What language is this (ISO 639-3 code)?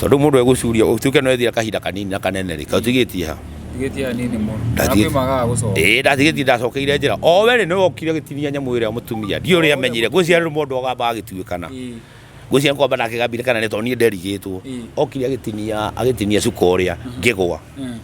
kik